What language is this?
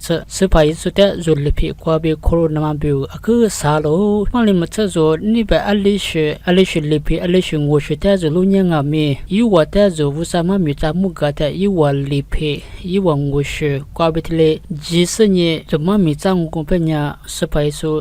Lisu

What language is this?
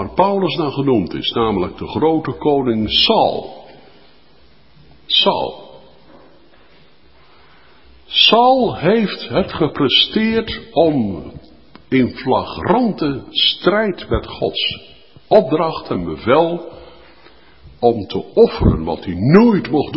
Dutch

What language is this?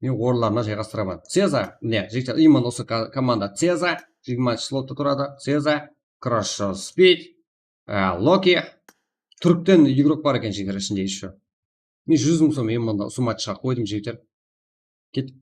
Kara-Kalpak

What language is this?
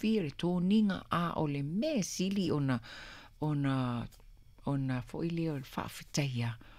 Samoan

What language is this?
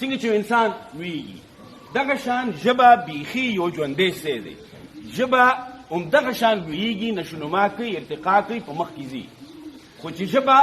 Pashto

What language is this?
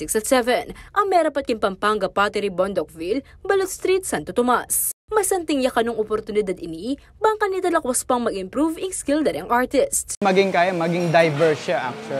Pampanga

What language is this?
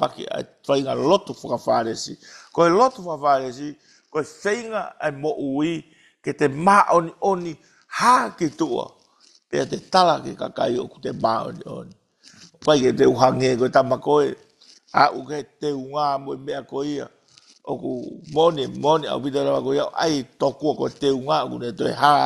Tongan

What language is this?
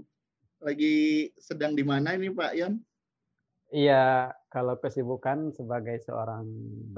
Indonesian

